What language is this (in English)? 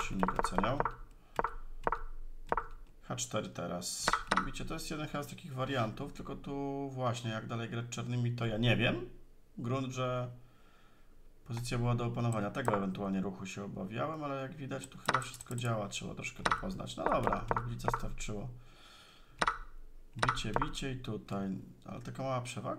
Polish